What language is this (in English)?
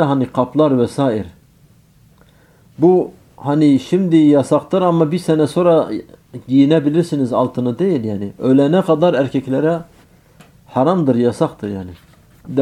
Turkish